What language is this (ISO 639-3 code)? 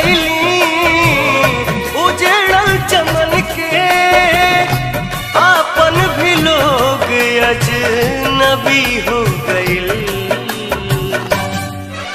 bho